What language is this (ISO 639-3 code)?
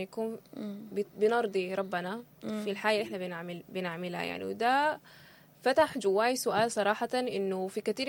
apd